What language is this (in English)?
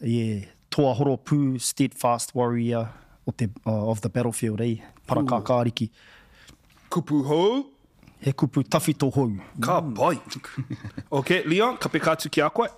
Māori